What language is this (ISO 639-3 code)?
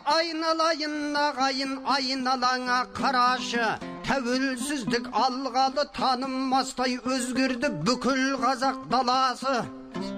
kaz